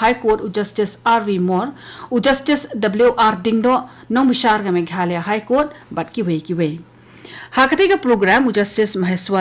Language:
Khasi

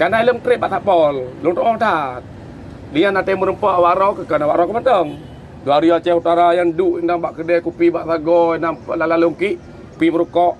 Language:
Achinese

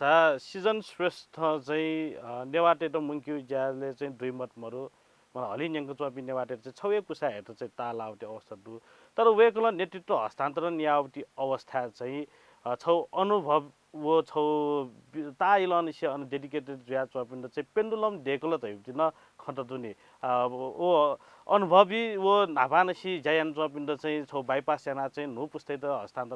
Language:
Newari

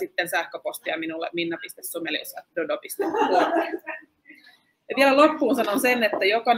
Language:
Finnish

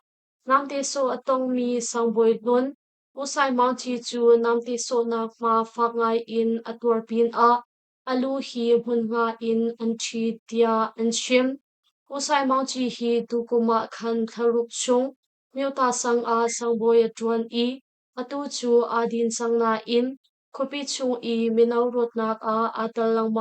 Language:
Hakha Chin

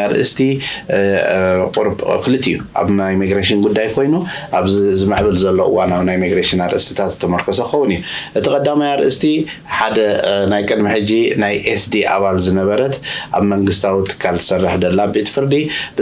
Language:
Tigrinya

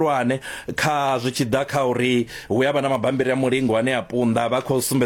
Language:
Venda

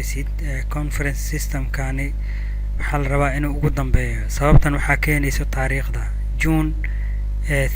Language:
Somali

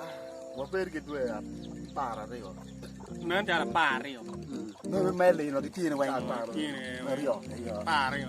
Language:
Acoli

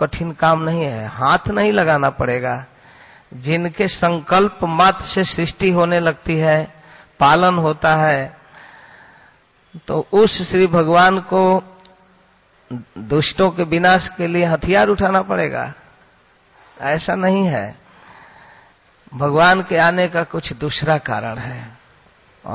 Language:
Hindi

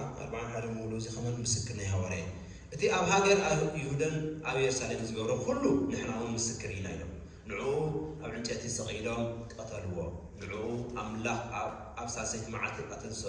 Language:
Tigrinya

